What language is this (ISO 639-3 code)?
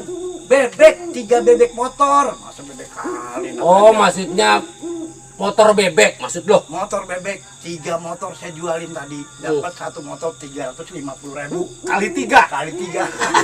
bew